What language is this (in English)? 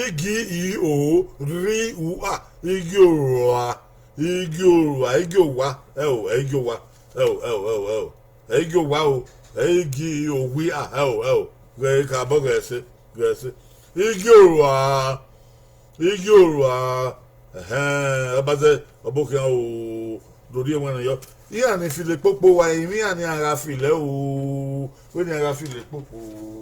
Bini